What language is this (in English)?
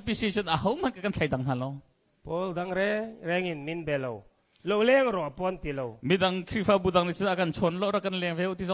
Hakha Chin